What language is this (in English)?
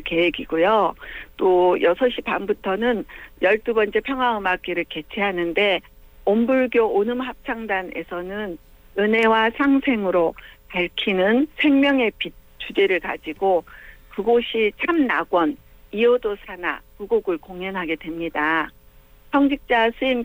Korean